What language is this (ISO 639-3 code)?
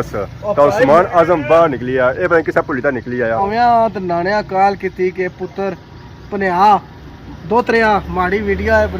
phr